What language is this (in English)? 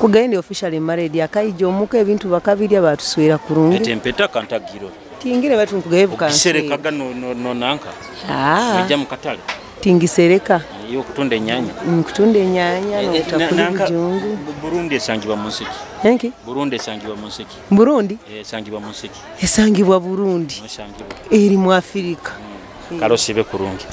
Nyoro